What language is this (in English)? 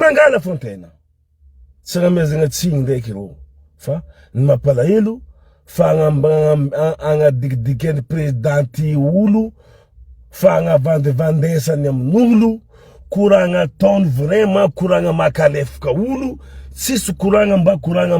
Malagasy